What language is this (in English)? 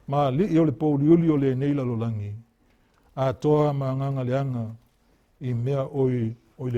Samoan